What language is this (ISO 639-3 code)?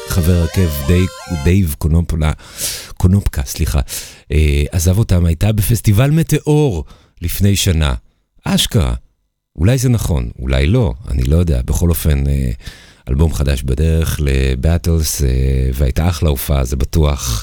heb